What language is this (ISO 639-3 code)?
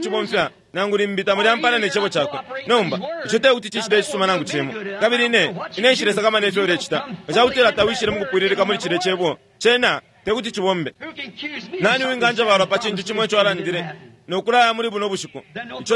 bem